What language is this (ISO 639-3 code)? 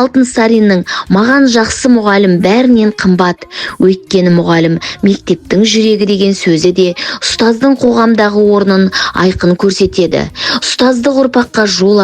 kaz